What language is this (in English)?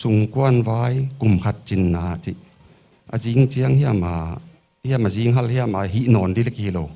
Paite Chin